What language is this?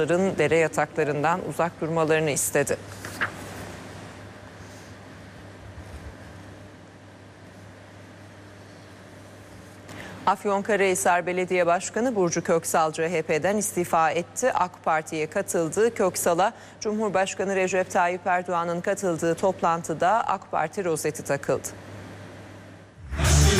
Turkish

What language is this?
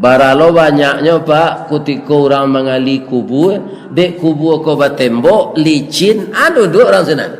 Minangkabau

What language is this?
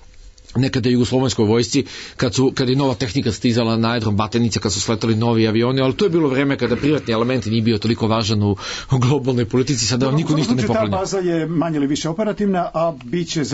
Serbian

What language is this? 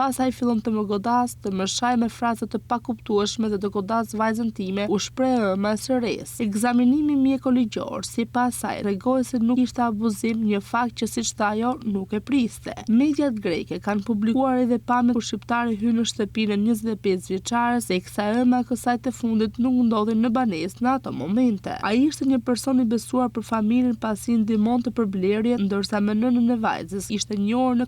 Albanian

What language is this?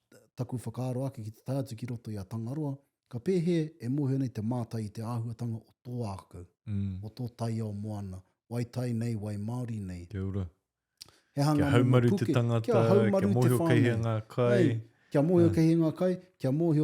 Māori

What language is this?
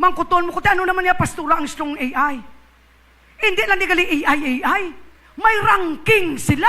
Hiligaynon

